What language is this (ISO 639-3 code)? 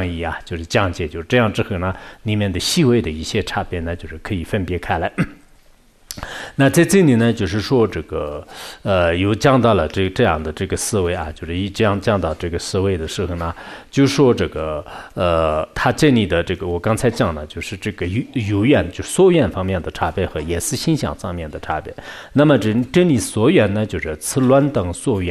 zho